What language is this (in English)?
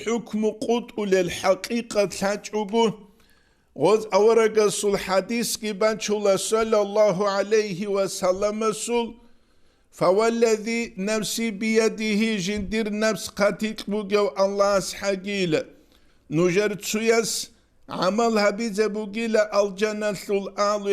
Avaric